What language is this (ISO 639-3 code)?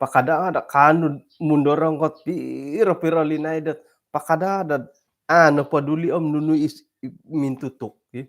dtp